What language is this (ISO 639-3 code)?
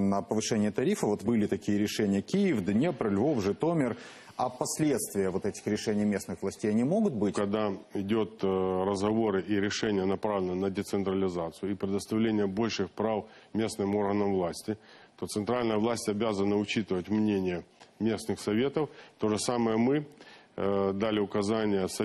rus